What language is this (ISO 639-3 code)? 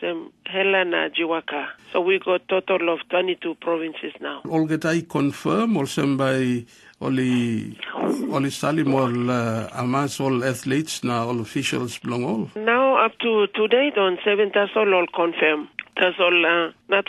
tpi